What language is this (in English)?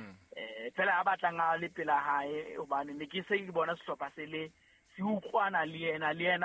Southern Sotho